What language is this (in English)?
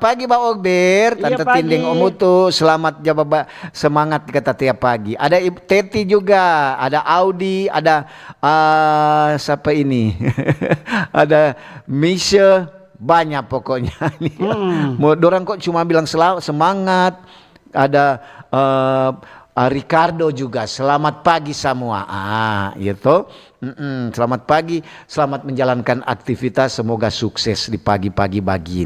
Manado Malay